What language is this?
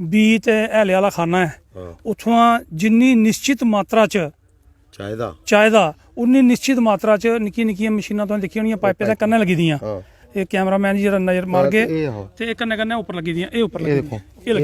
Dogri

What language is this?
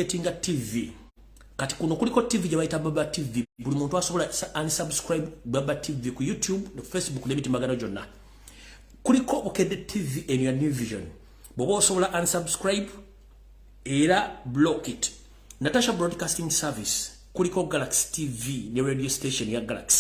Ganda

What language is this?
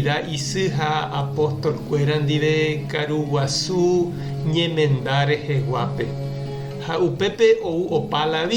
Guarani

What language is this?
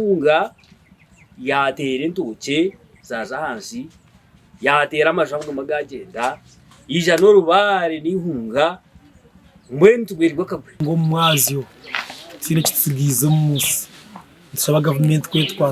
Nyankole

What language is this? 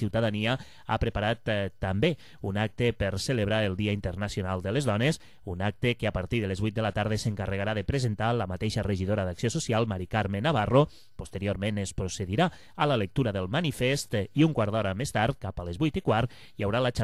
Catalan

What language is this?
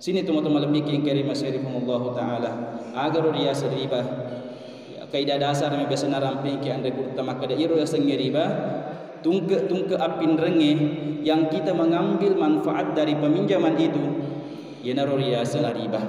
Buginese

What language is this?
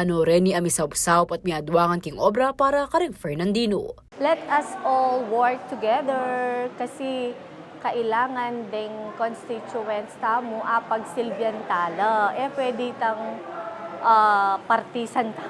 Pampanga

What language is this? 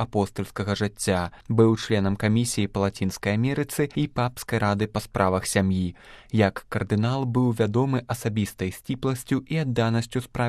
Belarusian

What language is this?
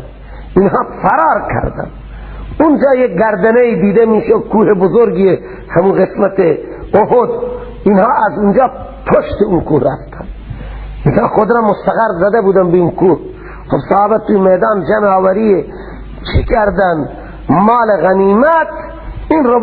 Persian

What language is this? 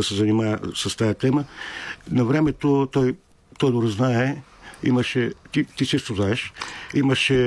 Bulgarian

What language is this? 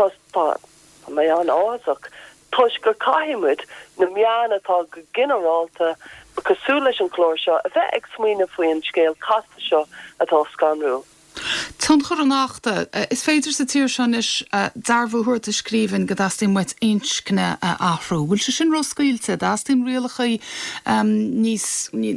Irish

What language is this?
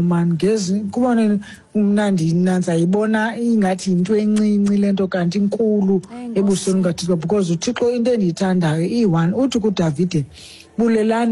Xhosa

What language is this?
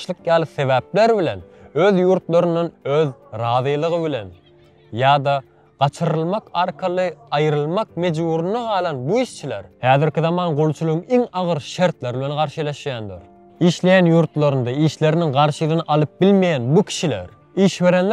Turkmen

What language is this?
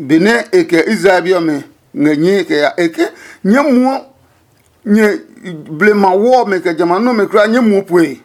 Adangme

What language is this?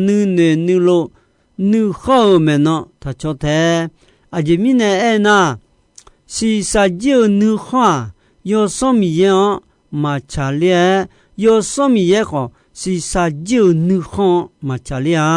Akha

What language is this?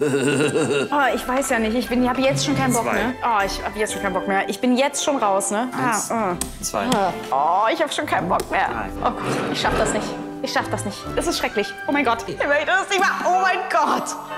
German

